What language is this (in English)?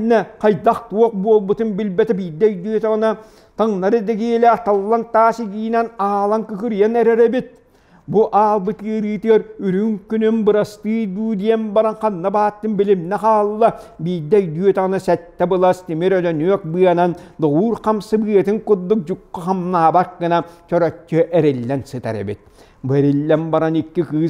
Yakut